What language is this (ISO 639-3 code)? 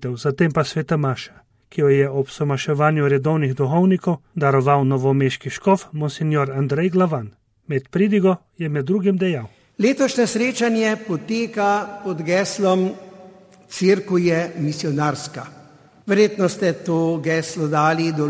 slv